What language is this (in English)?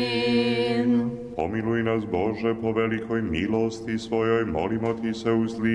Serbian